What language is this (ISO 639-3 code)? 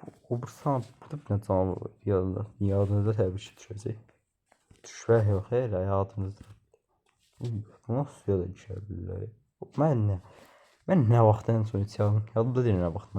aze